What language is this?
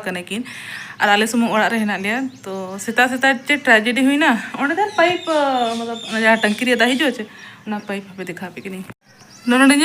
Santali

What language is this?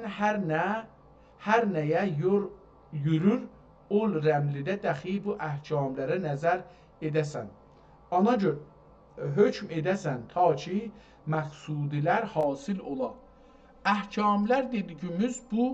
South Azerbaijani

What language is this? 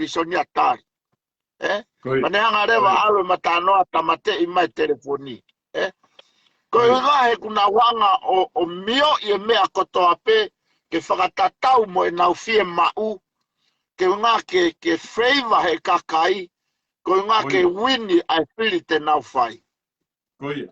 Tongan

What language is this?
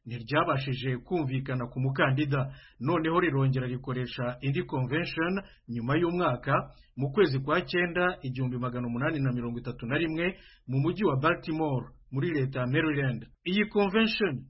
Kinyarwanda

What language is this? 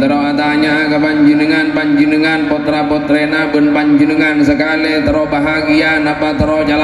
Madurese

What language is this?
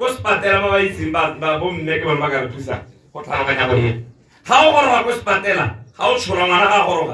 Tswana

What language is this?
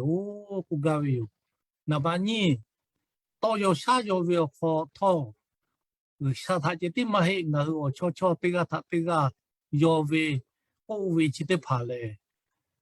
Lahu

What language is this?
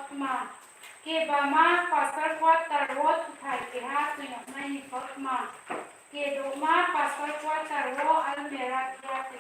Riang (India)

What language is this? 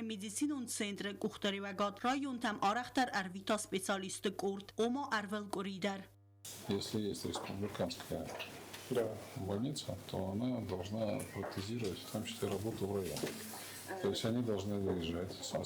Ossetic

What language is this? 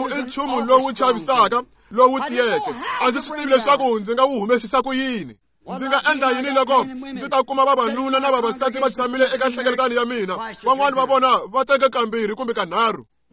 Tsonga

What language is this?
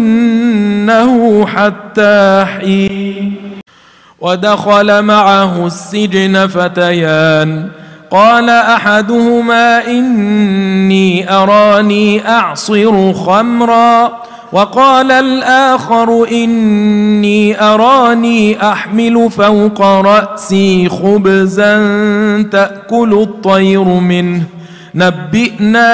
Arabic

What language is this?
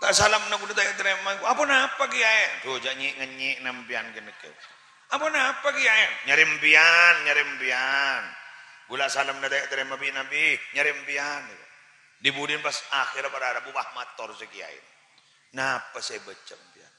Madurese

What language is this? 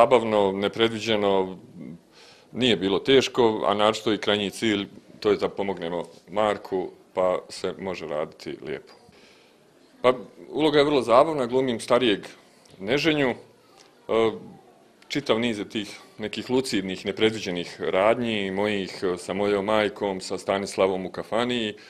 Bosnian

